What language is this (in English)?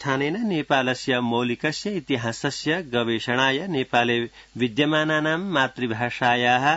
Sanskrit